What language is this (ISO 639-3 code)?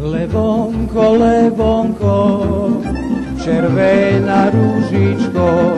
rue